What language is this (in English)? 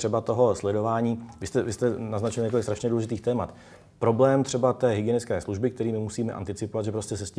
Czech